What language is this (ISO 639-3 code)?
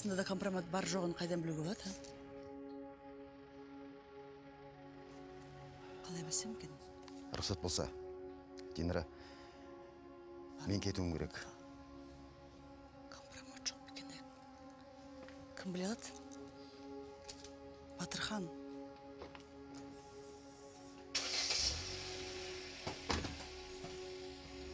kaz